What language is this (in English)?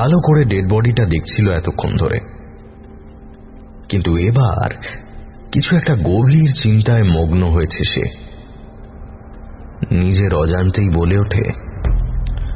Bangla